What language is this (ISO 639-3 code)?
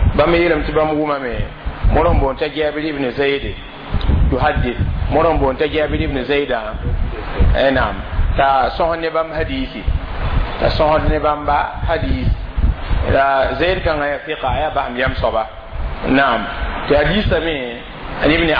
mos